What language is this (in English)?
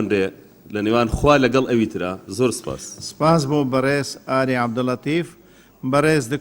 Central Kurdish